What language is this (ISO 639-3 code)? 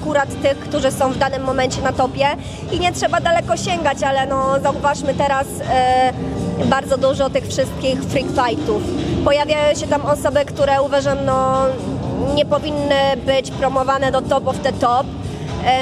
pol